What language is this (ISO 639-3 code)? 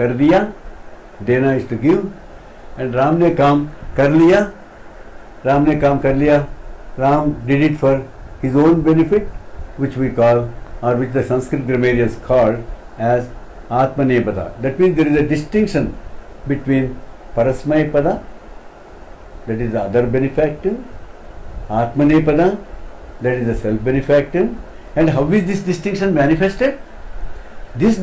eng